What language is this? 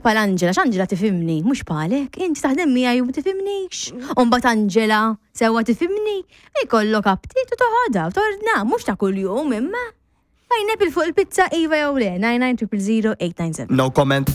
Maltese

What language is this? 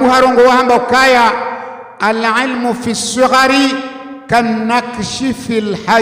Ngazidja Comorian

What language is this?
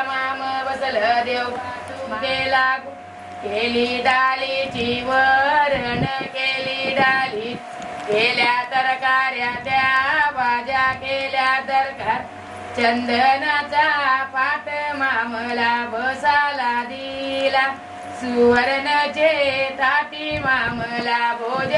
Marathi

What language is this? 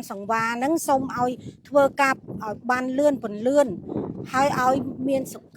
Khmer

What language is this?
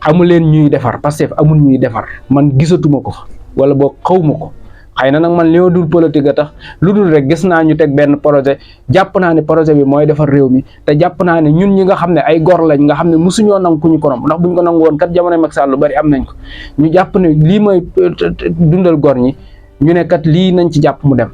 Wolof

